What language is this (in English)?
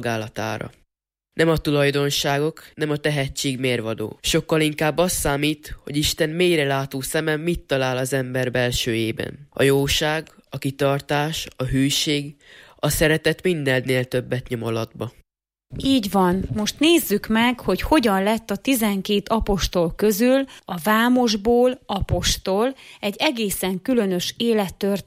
Hungarian